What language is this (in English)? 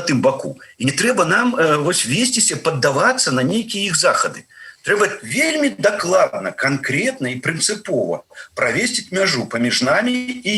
Belarusian